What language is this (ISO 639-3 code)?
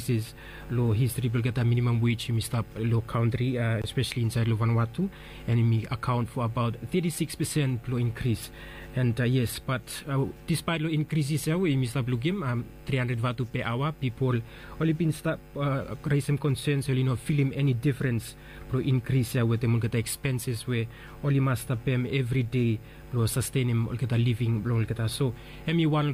bis